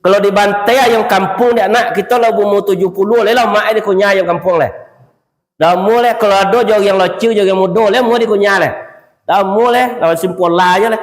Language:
Minangkabau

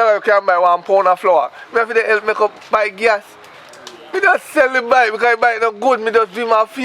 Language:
Jamaican Creole English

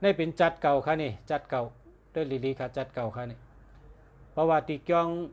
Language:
Shan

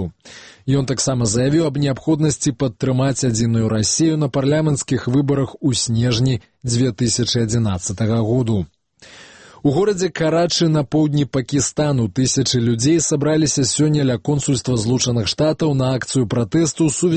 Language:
Belarusian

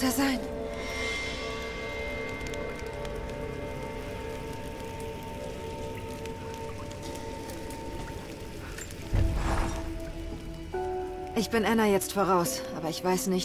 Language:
German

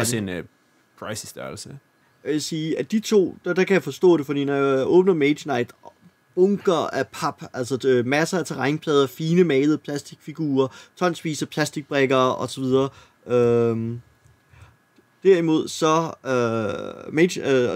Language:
Danish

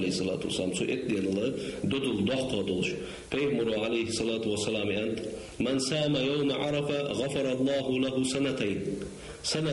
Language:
Ingush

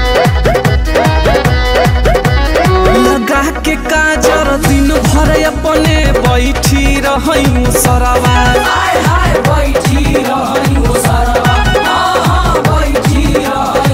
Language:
Bhojpuri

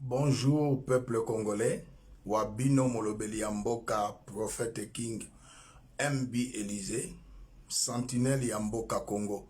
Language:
Lingala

